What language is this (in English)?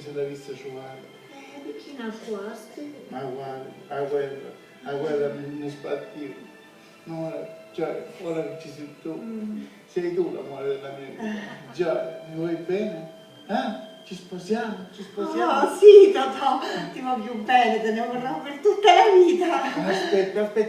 Sicilian